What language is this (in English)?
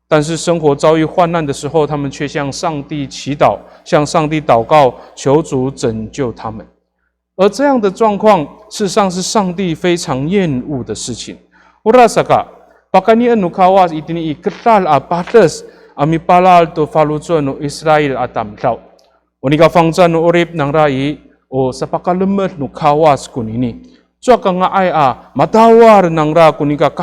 Amis